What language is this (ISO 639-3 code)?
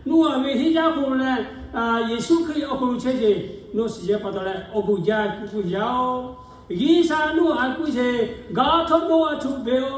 lhu